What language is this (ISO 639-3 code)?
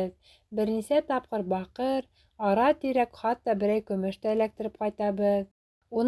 bak